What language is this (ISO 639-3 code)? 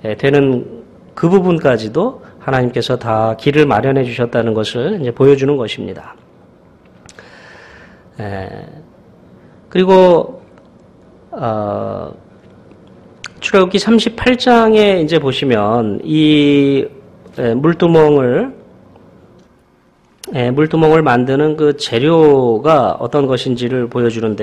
kor